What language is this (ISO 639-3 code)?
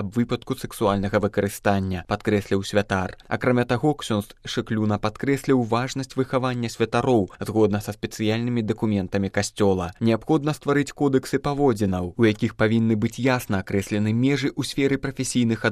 bel